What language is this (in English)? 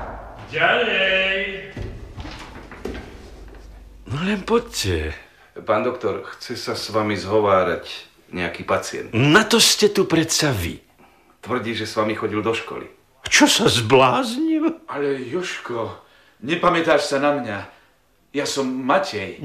Slovak